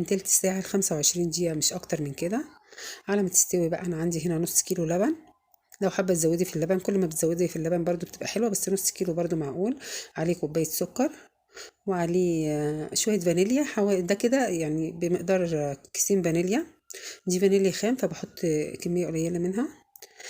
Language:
Egyptian Arabic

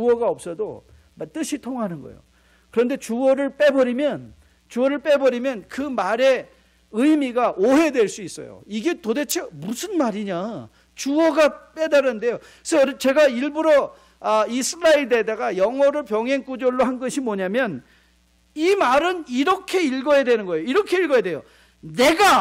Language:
Korean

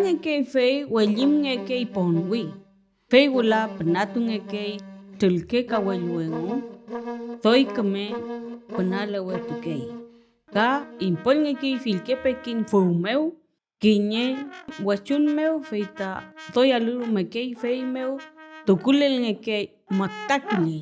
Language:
Mapuche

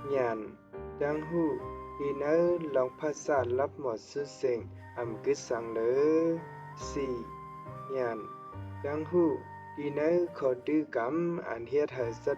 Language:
Shan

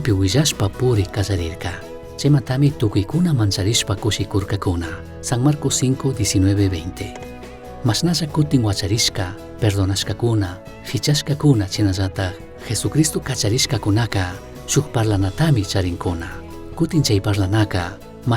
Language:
Chimborazo Highland Quichua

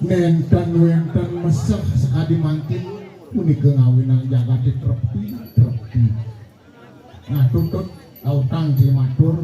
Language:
Balinese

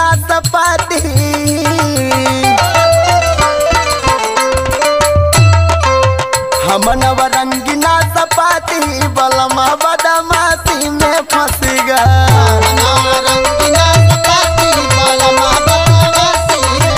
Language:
Bhojpuri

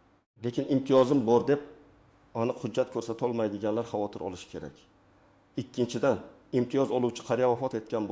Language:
Uzbek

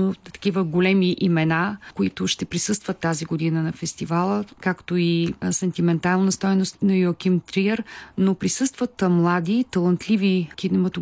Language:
Bulgarian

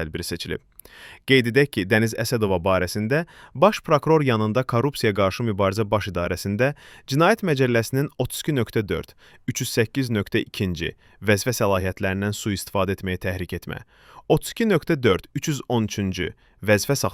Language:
Azerbaijani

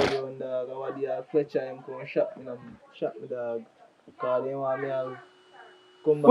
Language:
Jamaican Creole English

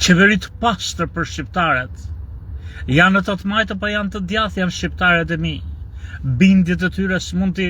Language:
Albanian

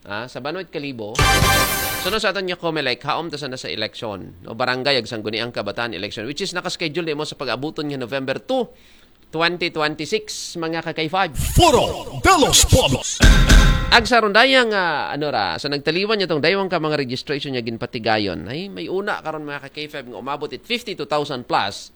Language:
Aklanon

